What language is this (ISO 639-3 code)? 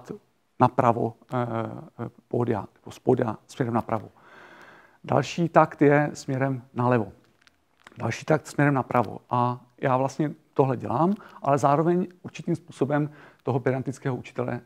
ces